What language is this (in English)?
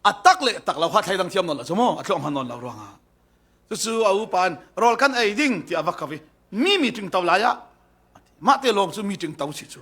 Falam Chin